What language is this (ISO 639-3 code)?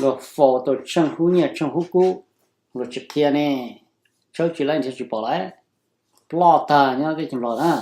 hmn